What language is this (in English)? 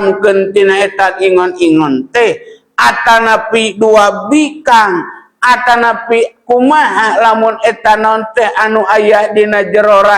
Sundanese